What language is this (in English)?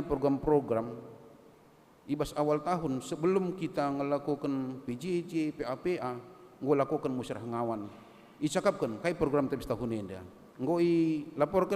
Batak Karo